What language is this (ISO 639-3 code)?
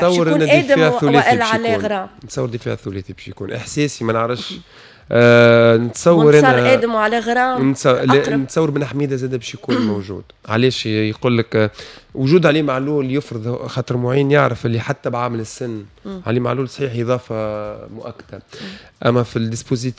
aeb